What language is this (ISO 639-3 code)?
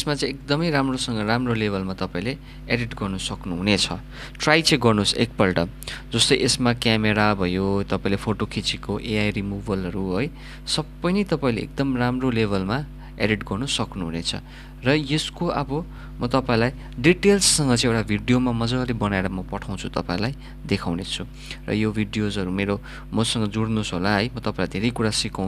nep